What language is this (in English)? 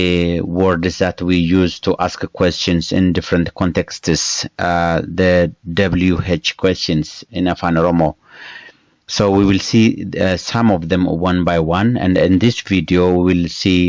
English